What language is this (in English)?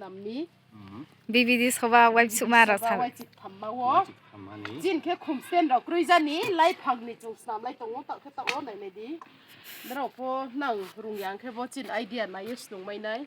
Riang (India)